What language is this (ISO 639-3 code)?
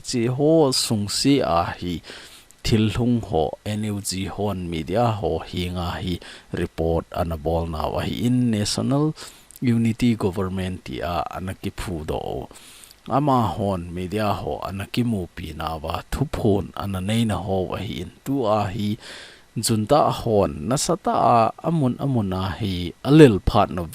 tcz